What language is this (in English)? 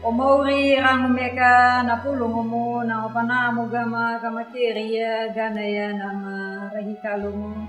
Anakalangu